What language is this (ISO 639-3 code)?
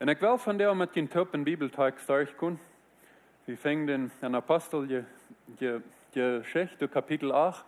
pdt